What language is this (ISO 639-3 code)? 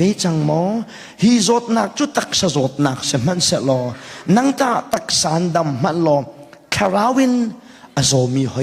cnh